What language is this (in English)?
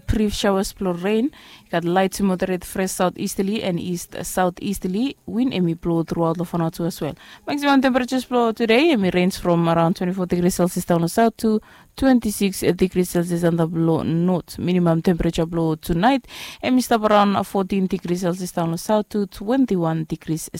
Bislama